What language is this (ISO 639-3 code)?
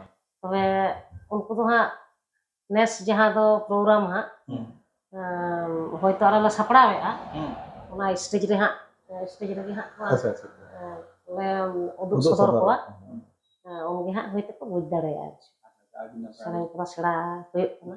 sat